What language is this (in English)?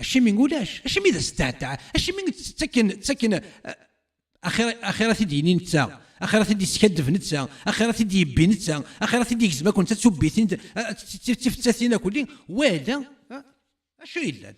Kabyle